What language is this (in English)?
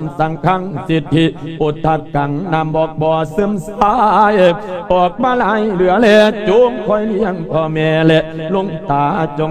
Lao